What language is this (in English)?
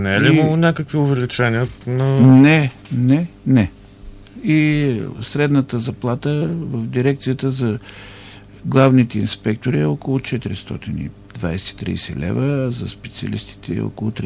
Bulgarian